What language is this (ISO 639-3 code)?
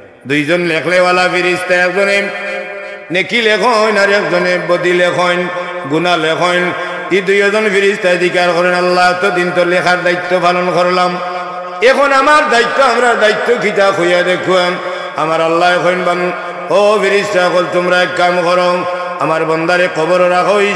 syl